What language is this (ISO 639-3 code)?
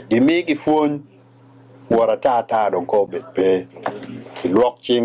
ach